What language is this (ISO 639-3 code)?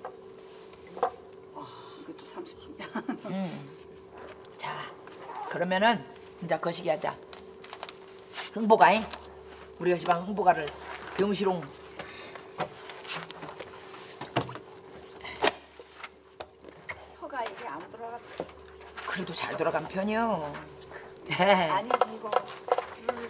kor